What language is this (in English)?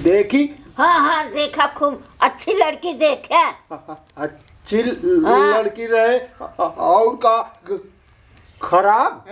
Awadhi